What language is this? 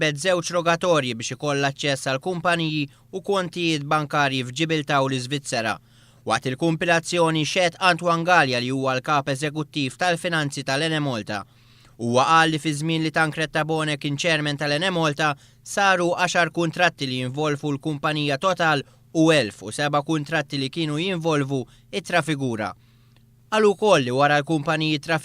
Maltese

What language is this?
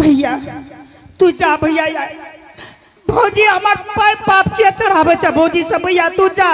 Angika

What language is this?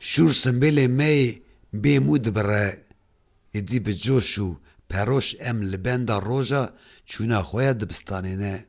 Kurdish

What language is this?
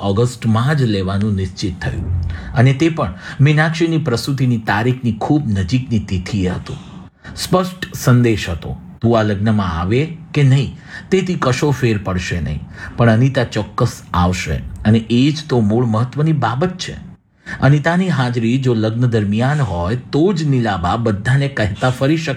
Gujarati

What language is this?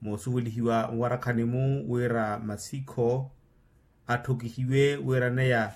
Makhuwa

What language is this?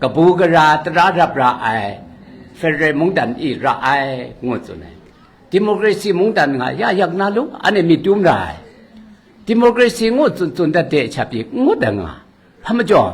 Kachin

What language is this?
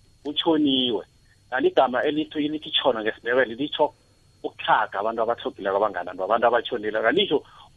South Ndebele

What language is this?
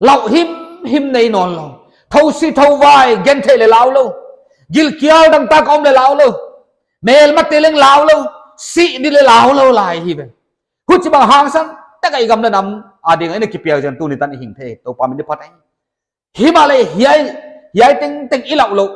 Paite Chin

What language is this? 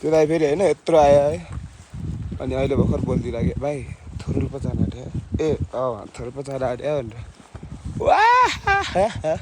Nepali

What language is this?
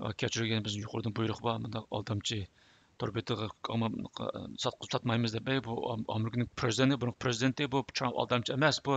Uyghur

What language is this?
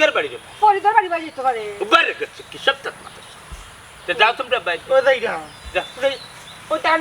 Sylheti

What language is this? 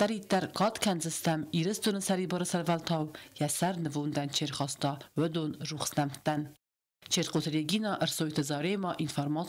Ossetic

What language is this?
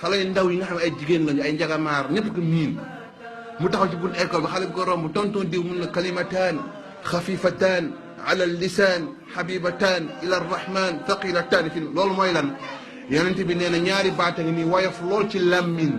Wolof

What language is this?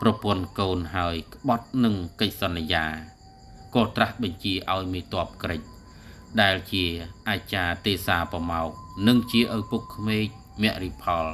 Khmer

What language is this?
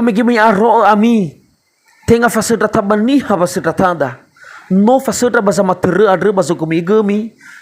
Nias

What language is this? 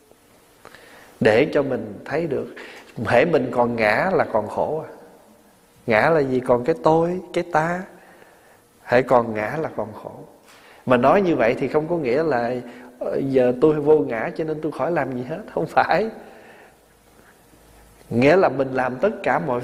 Vietnamese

